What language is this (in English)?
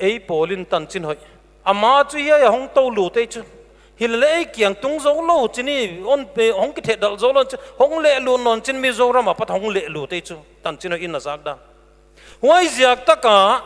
Paite Chin